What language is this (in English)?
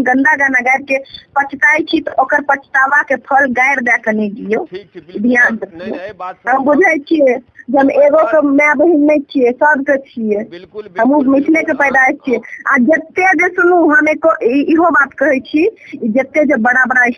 Maithili